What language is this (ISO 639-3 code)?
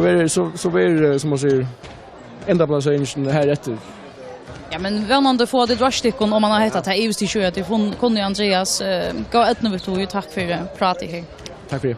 fao